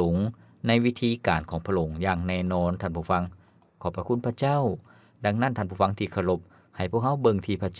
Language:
Lao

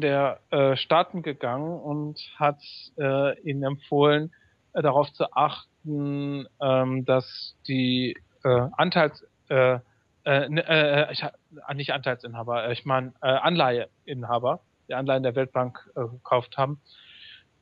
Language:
German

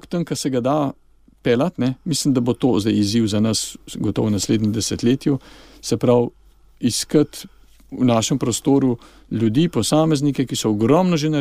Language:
Slovenian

